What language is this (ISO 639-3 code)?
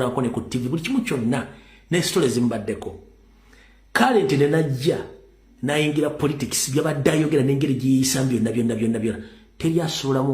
lug